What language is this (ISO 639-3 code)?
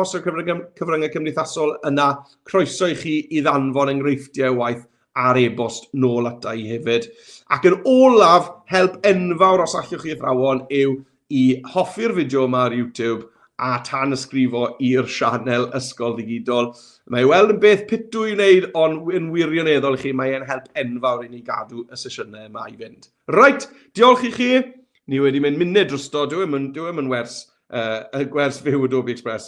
cym